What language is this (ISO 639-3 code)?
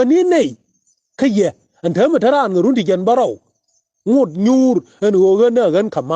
nus